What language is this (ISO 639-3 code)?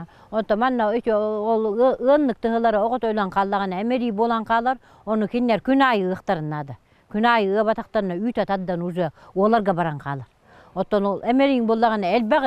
sah